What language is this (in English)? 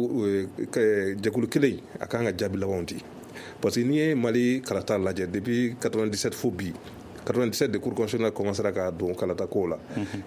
Bambara